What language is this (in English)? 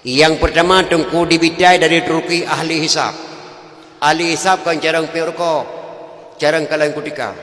Achinese